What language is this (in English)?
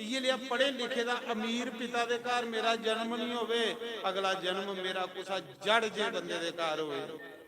Dogri